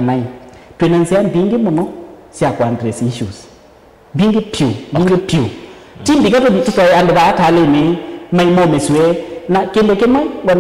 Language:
Kamba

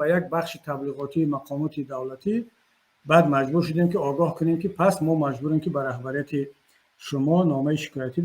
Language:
Tajik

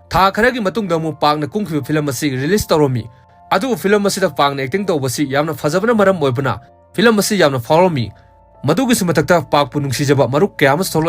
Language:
Manipuri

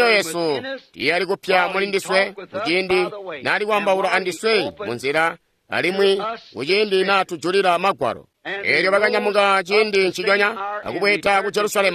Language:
Tonga (Zambia)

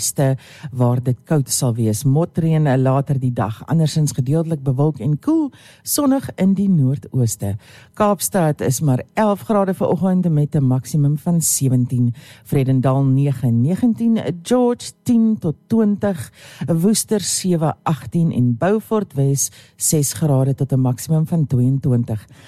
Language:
Afrikaans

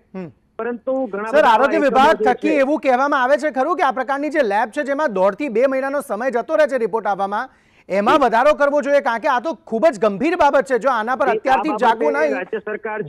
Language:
Gujarati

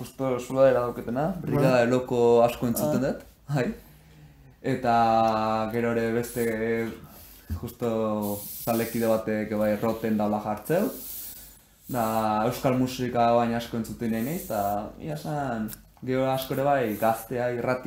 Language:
Basque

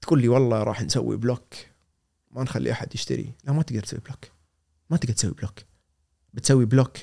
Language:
Gulf Arabic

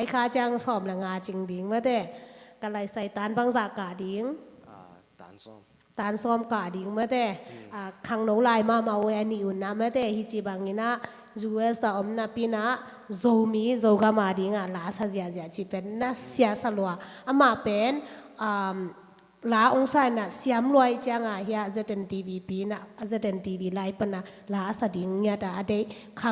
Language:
Tedim Chin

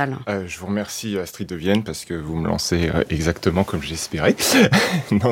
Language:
French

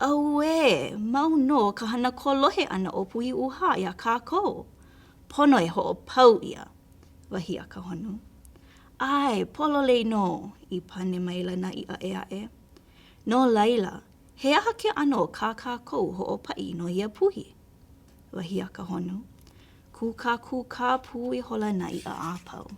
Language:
Hawaiian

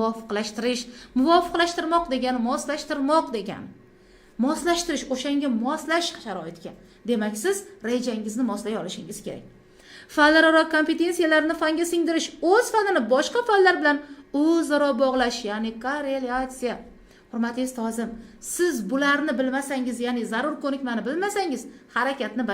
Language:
Uzbek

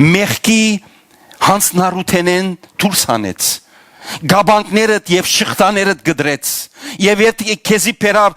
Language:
Western Armenian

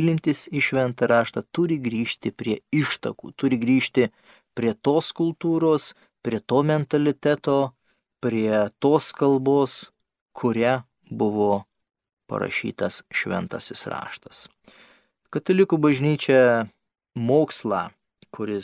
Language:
Lithuanian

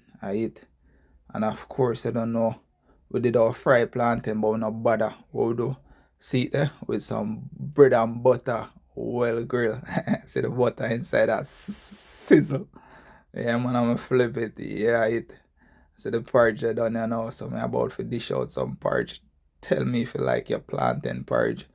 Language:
Jamaican Creole English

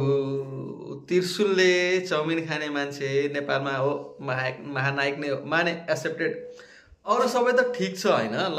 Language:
Nepali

